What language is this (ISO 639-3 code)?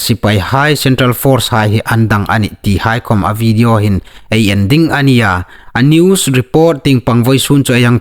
hmr